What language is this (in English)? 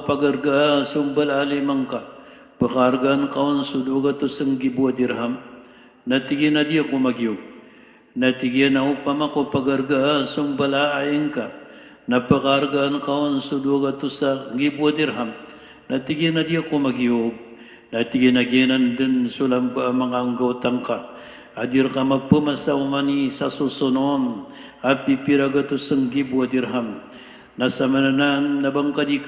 Maranao